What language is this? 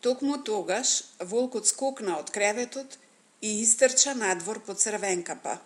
Macedonian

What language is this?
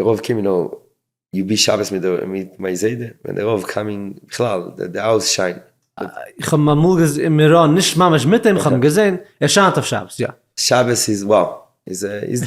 Yiddish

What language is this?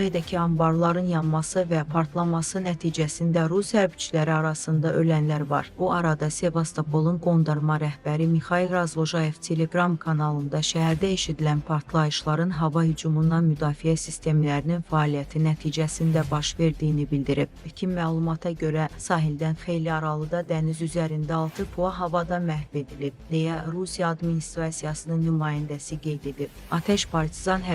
Azerbaijani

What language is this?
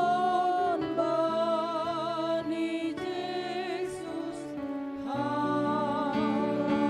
Batak Simalungun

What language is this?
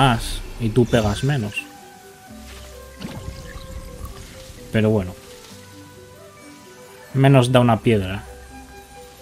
Spanish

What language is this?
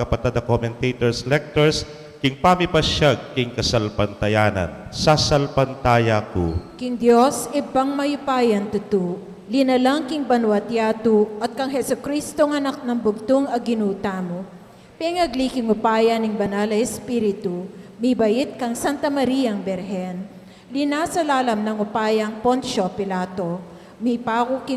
Pampanga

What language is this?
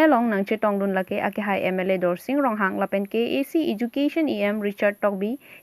Karbi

